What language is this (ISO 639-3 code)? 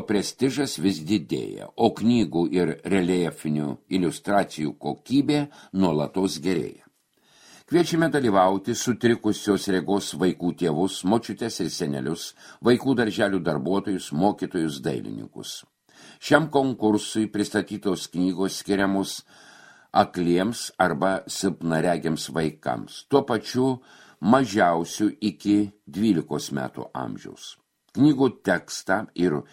lit